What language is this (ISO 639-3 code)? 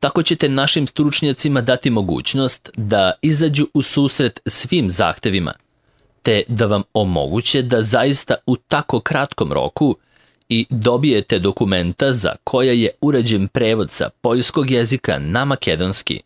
srp